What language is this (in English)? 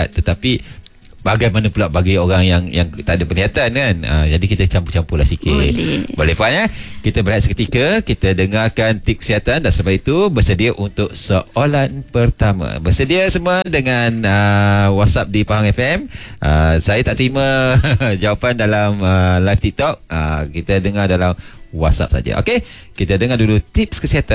Malay